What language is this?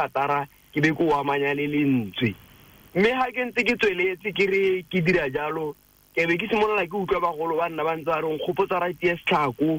Tswana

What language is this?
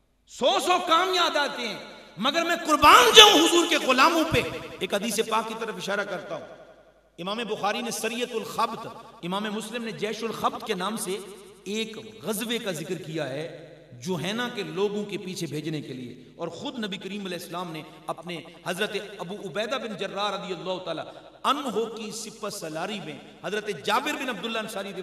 Urdu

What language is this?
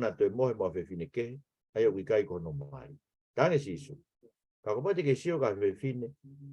Tongan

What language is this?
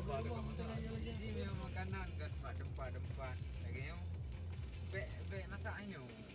Achinese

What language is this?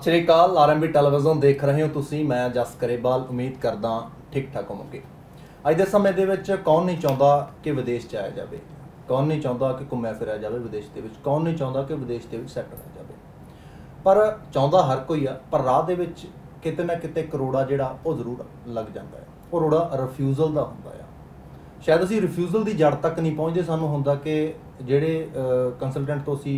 Punjabi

